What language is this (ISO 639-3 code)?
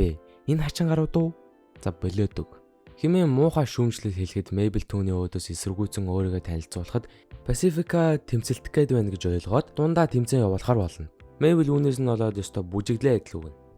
mon